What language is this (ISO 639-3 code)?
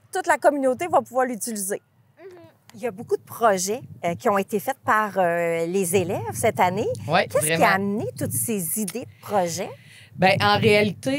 fra